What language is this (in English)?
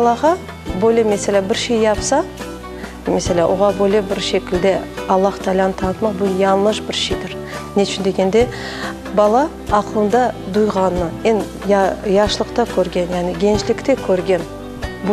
Crimean Tatar